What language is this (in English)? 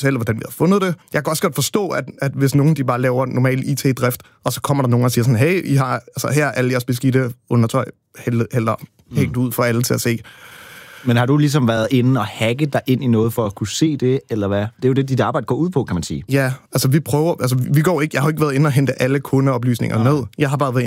Danish